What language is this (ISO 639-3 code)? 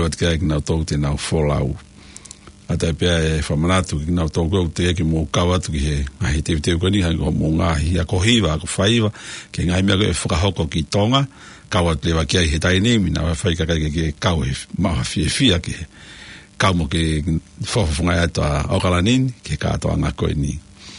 ton